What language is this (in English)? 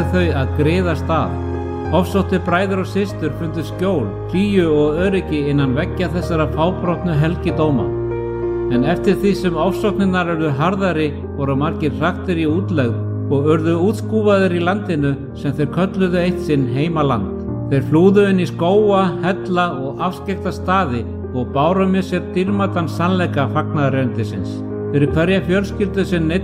Icelandic